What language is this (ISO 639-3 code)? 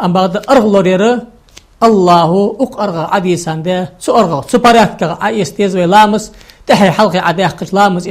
inh